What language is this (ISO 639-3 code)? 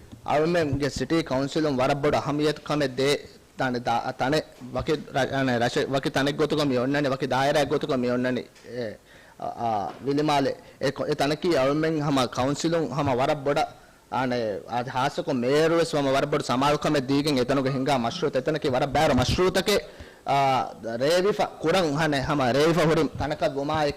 div